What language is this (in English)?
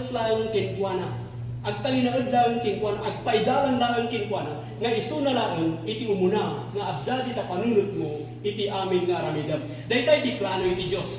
Iloko